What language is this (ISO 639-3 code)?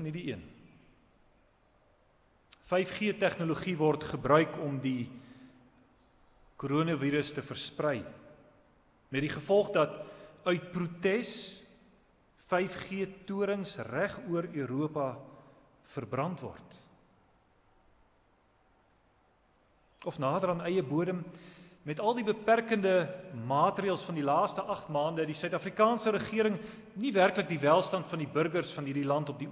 afr